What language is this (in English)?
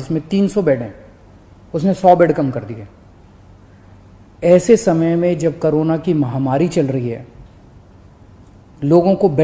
Hindi